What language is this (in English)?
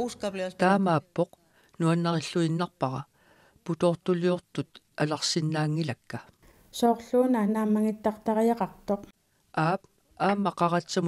Kalaallisut